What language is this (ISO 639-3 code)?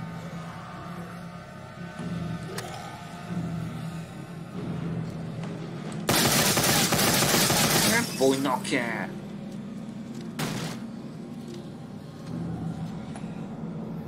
hun